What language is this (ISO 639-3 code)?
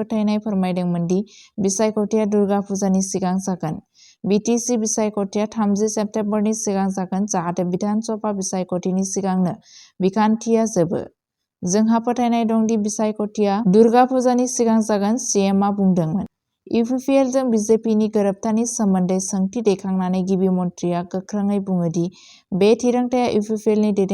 brx